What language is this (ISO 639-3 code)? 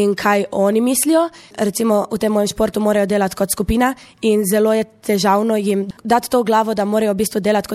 slv